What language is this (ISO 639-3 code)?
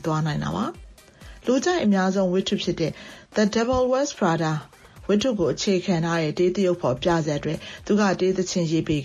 mya